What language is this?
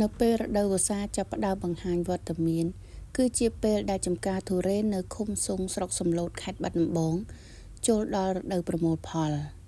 Khmer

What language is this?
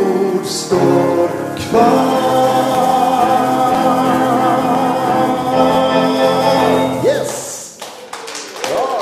Swedish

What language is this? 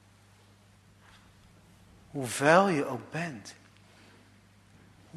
Dutch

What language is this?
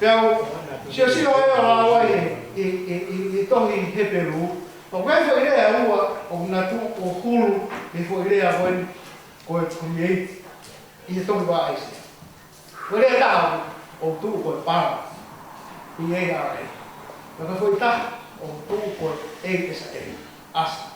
Tongan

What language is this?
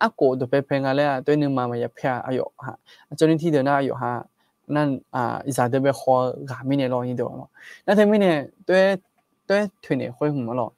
Akha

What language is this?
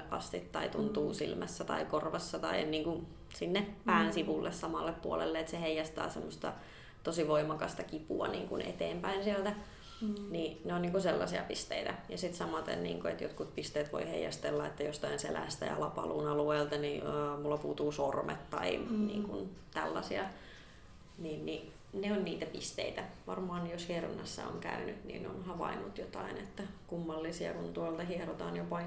Finnish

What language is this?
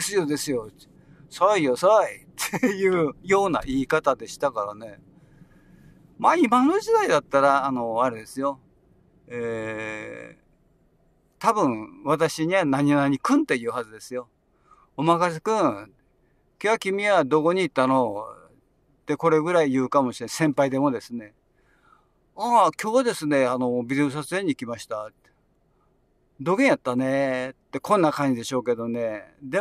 Japanese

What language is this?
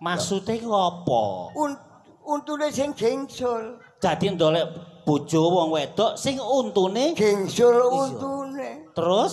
Javanese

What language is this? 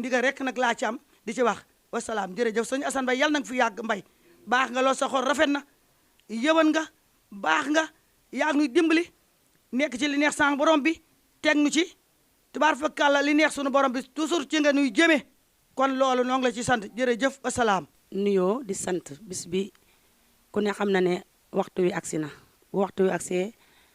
Wolof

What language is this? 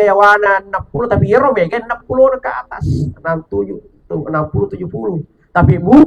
Buginese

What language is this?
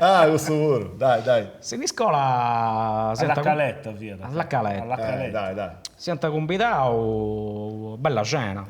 Sardinian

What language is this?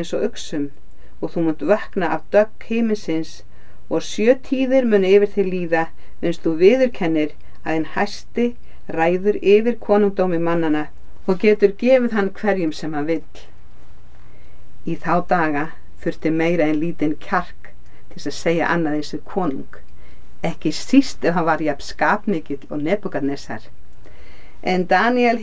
Icelandic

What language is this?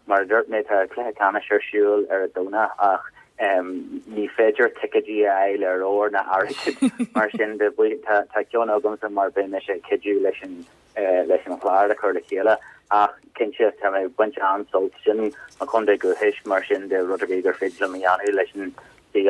Irish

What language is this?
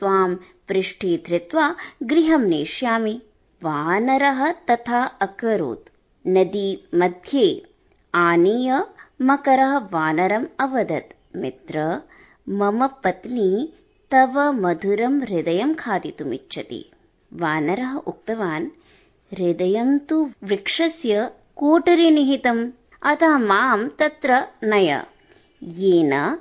Sanskrit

